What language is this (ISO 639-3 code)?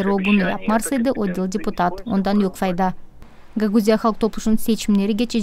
gag